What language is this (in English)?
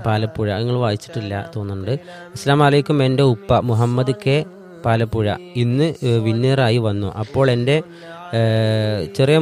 Malayalam